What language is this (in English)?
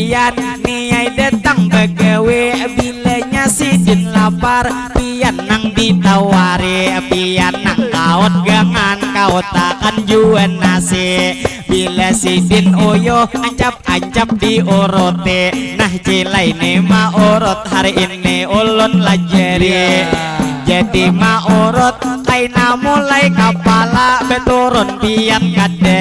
Banjar